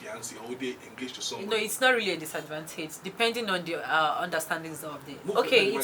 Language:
Nigerian Pidgin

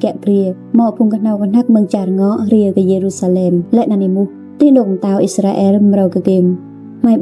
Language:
Rade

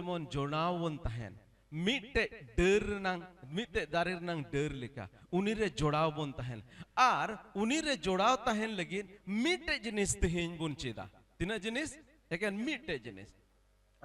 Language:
Santali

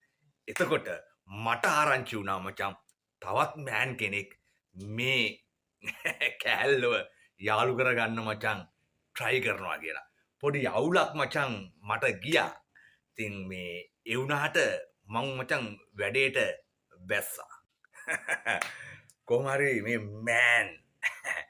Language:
Sinhala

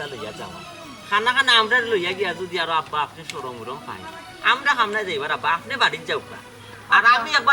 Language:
Sylheti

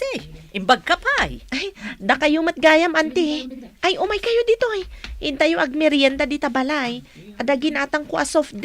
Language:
Iloko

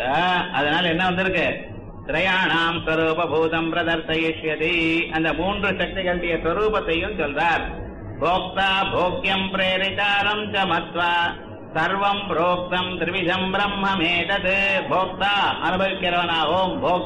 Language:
Tamil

